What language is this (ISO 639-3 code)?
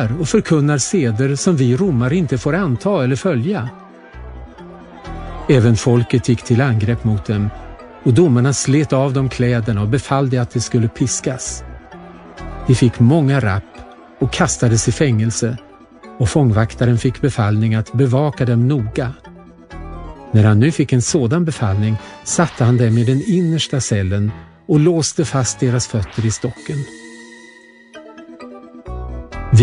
swe